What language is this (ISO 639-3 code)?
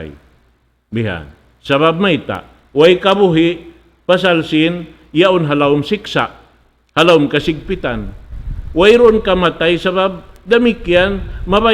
tsg